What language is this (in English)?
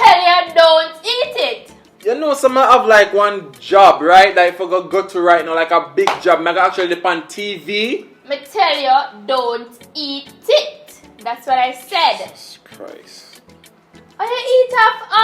Jamaican Creole English